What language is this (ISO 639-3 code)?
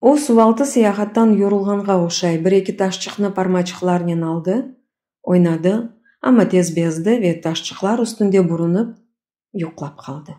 crh